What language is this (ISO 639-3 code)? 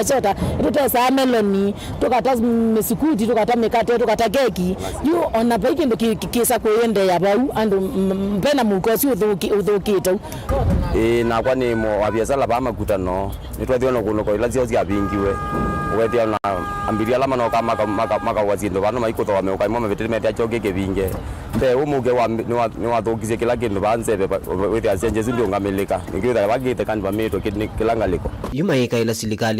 kam